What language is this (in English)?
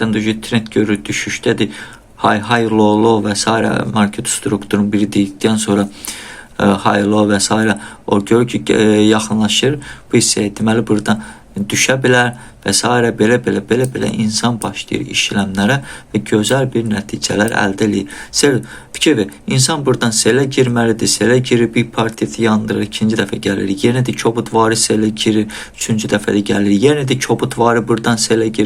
Azerbaijani